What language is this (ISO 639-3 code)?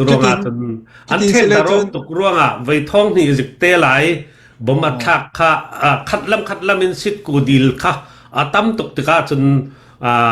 cfm